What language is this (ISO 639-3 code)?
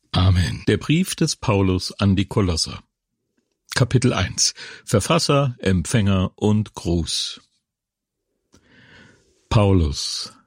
deu